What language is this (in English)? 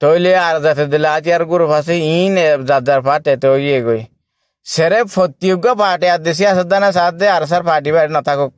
Rohingya